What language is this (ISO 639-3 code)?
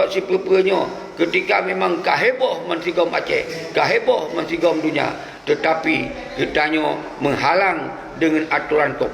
ace